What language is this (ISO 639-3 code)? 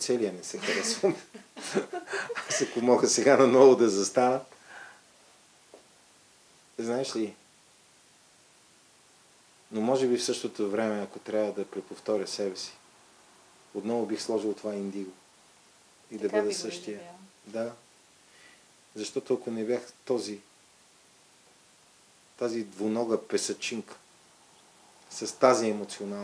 bul